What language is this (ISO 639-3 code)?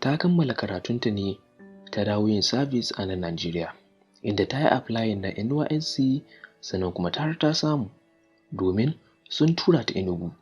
hau